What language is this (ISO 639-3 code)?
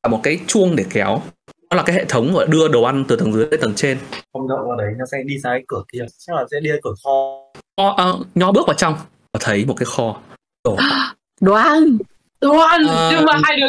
vie